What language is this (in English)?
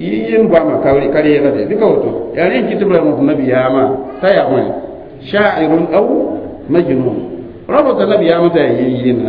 Mossi